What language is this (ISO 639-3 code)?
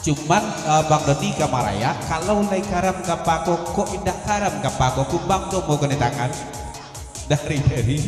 min